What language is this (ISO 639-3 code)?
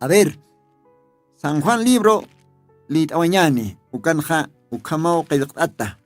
aym